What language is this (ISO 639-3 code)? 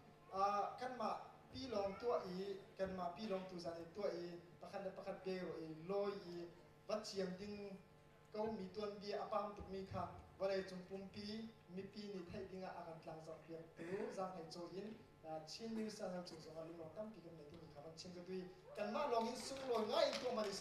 cnh